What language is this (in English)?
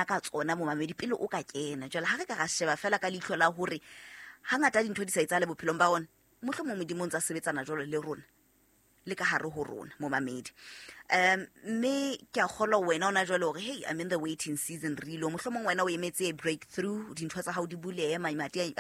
Southern Sotho